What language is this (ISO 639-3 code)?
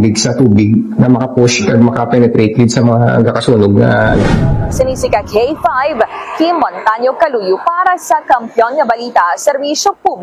hil